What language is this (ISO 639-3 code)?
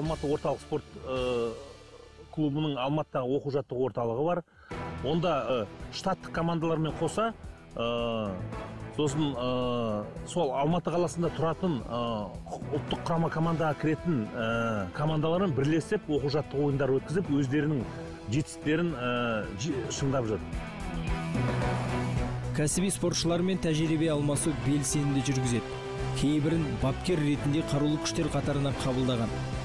kaz